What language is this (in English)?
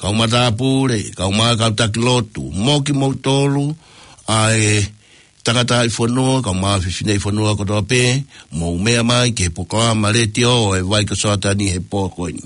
Tongan